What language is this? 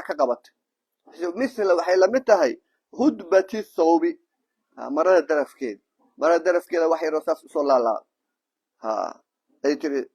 Somali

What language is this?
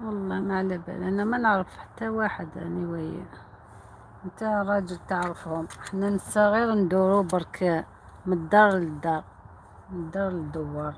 Algerian Arabic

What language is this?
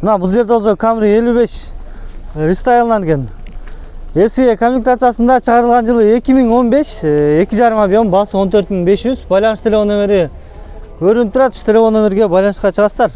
Kyrgyz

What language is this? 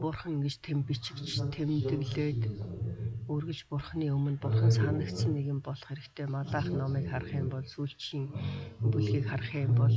Mongolian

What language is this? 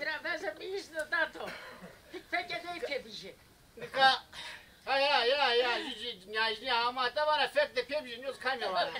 Zaza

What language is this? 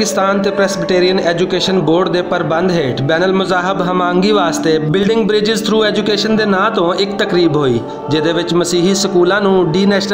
Western Panjabi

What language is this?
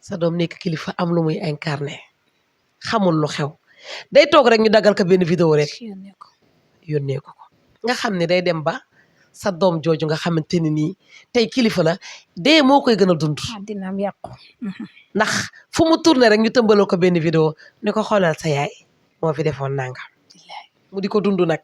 Wolof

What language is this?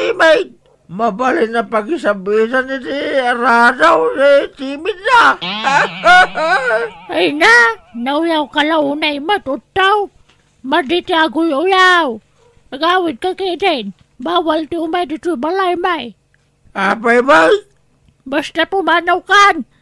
Iloko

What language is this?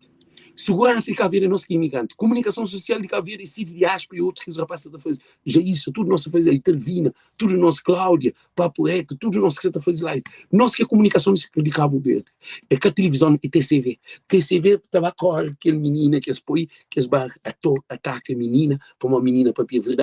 Kabuverdianu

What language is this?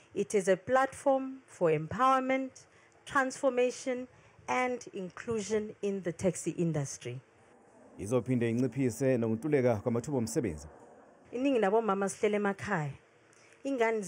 Zulu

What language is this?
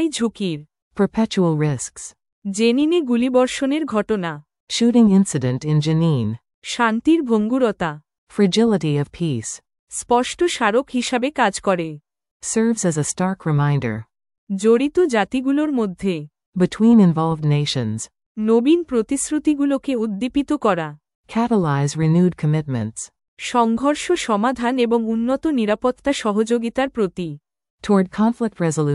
Bangla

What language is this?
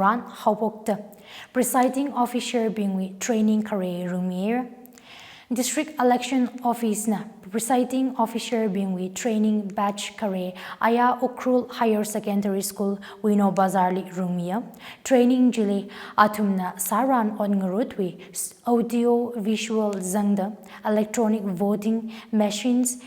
Tangkhul Naga (India)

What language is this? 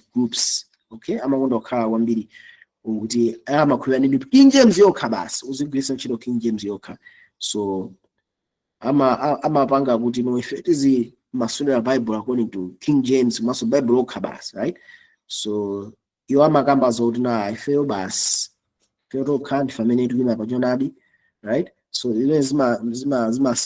Nyanja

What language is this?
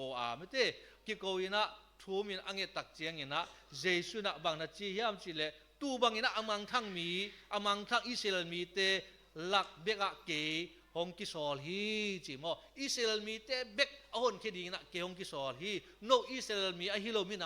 Tedim Chin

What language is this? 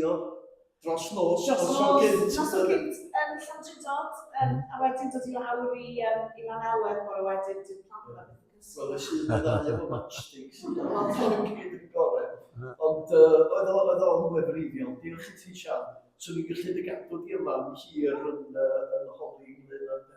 Welsh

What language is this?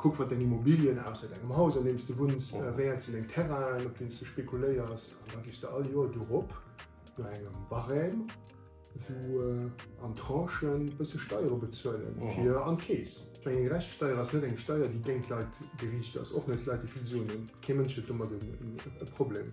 Luxembourgish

